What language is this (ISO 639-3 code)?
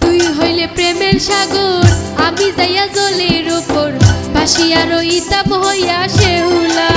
syl